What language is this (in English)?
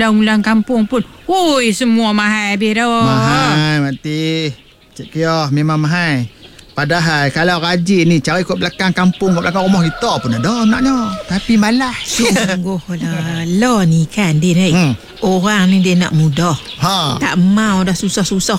Malay